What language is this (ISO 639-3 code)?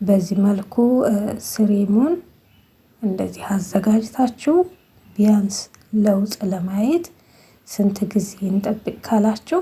amh